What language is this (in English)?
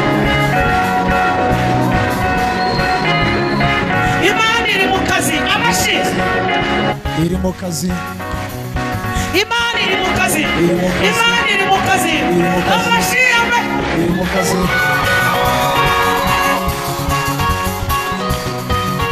Kinyarwanda